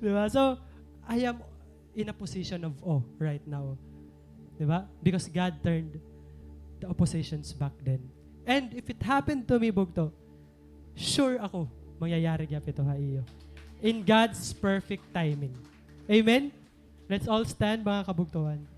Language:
Waray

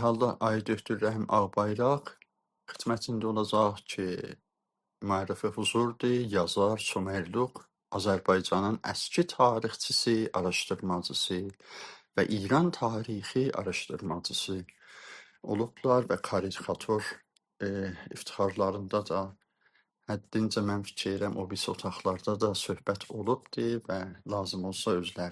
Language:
South Azerbaijani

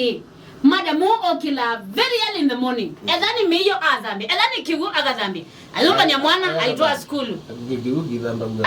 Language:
Kamba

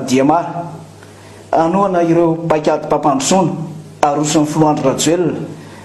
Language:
Malagasy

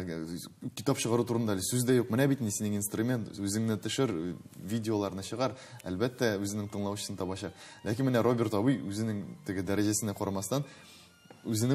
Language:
Tatar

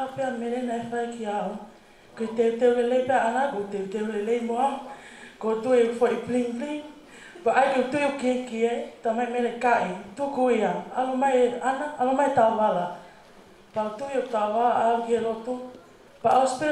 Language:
Tongan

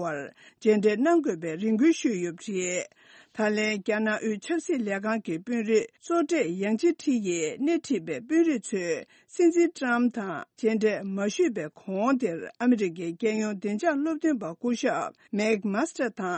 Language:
Tibetan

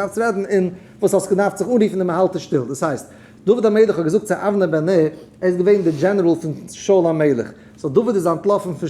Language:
Yiddish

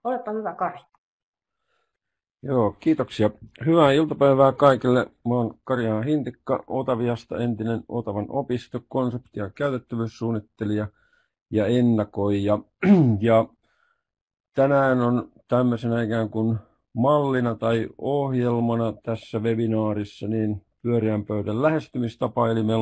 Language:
Finnish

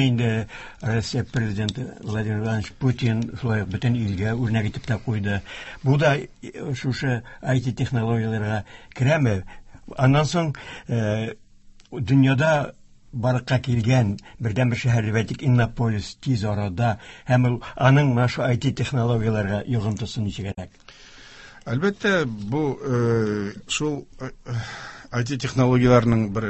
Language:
Tatar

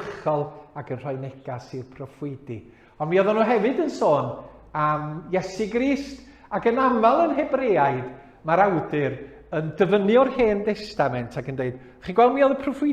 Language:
Welsh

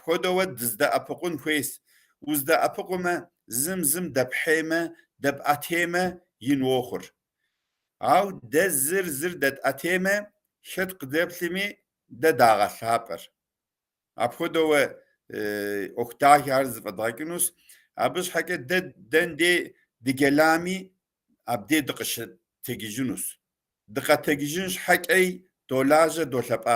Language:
Kabardian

